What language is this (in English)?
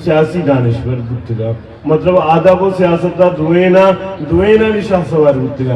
Eastern Balochi